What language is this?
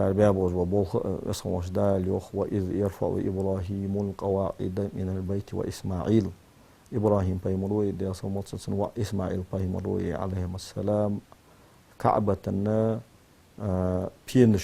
Ingush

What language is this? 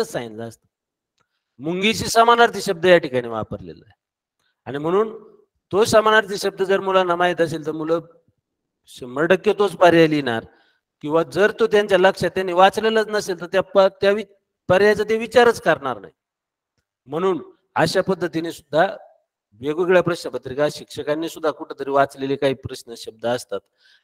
Marathi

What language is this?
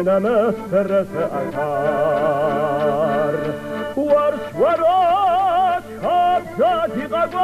Kabardian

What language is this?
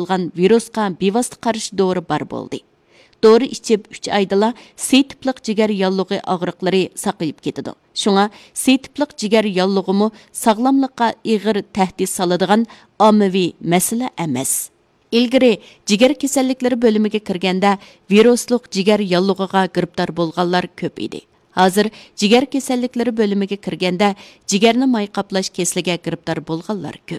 Uyghur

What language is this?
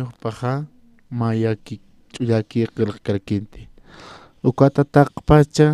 Aymara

